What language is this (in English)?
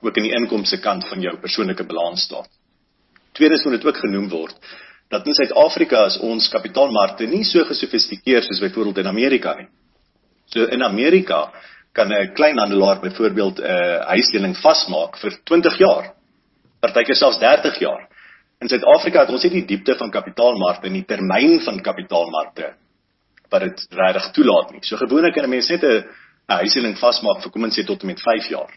Afrikaans